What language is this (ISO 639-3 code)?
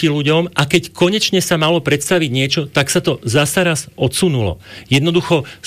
slk